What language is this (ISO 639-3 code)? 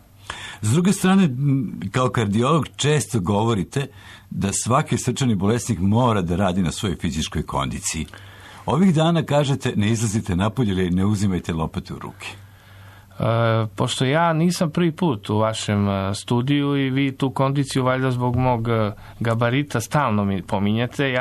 srp